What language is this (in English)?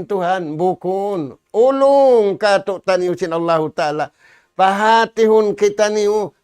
Tausug